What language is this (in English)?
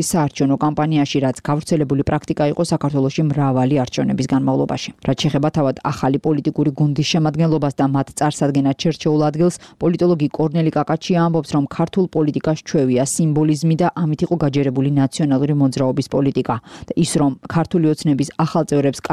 Georgian